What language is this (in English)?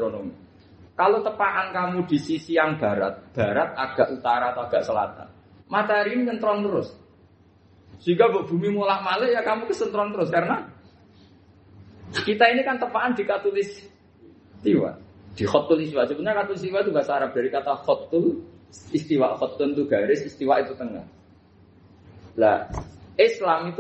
Indonesian